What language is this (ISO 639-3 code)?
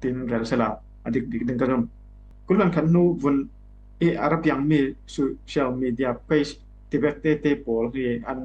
cfm